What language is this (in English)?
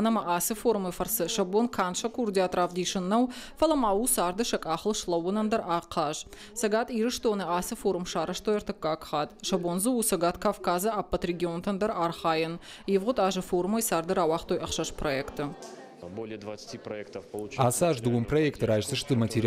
Ossetic